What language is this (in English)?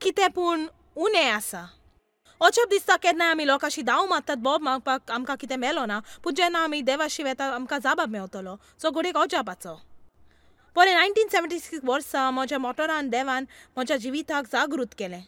Konkani